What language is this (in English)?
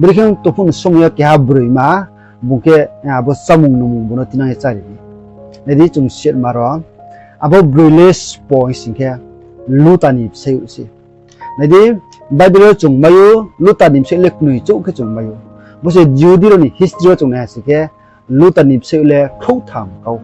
Riang (India)